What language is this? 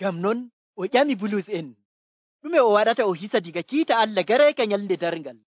Nigerian Fulfulde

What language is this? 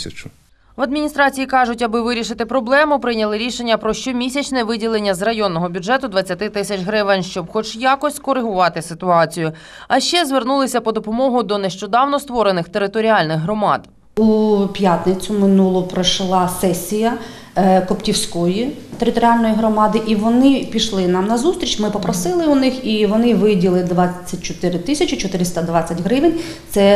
Ukrainian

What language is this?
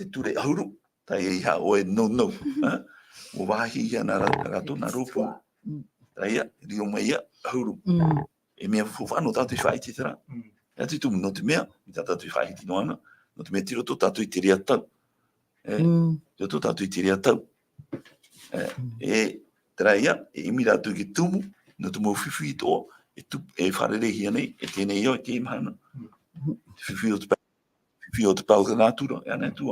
Tahitian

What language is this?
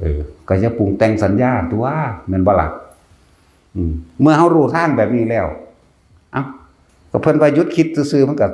Northeastern Thai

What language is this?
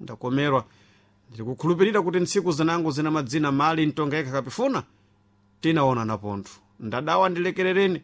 Sena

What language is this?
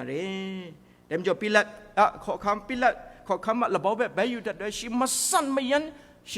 Kachin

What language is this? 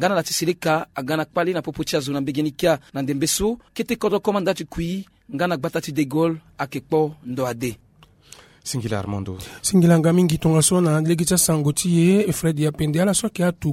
Sango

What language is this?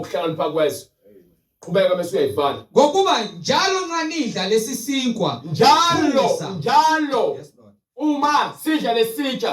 Zulu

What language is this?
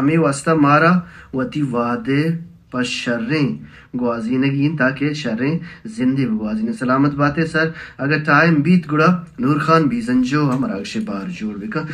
Baluchi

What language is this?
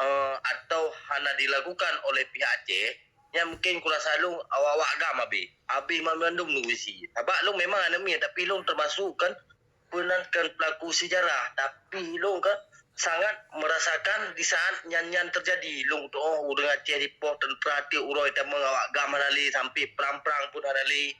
Achinese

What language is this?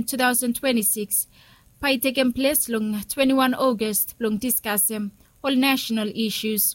Bislama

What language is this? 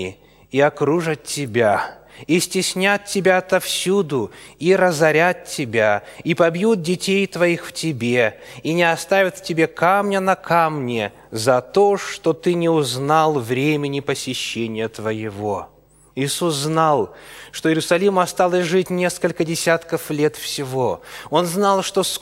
Russian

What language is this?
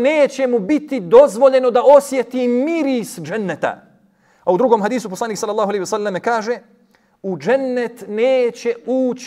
Bosnian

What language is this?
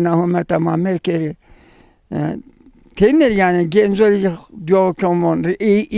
Zaza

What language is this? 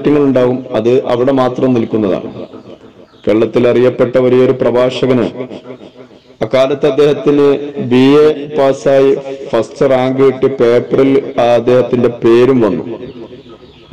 Malayalam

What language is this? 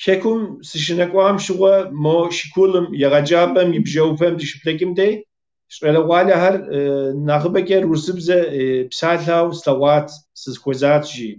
Kabardian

